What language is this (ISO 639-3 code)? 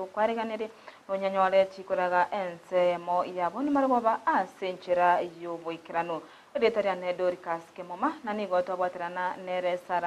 guz